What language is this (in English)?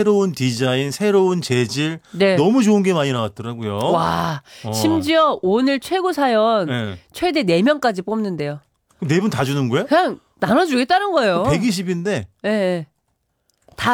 Korean